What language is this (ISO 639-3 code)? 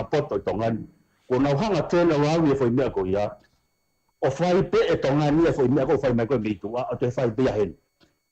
ton